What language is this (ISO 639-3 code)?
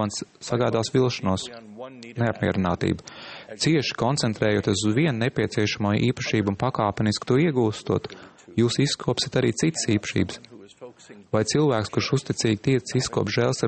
lav